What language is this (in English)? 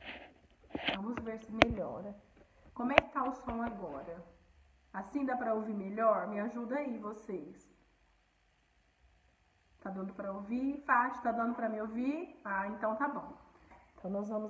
Portuguese